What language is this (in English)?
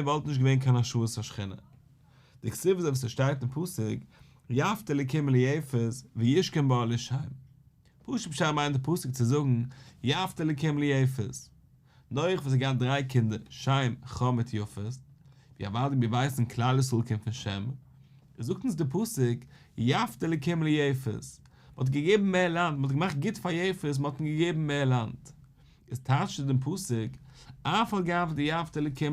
Yiddish